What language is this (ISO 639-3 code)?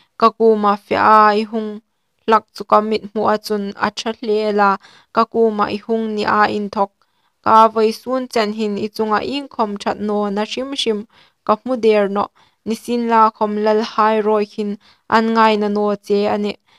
hmr